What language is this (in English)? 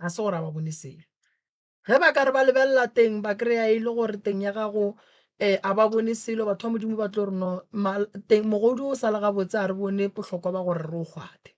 Northern Sotho